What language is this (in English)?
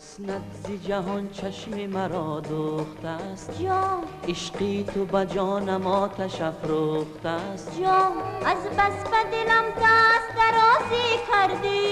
Tajik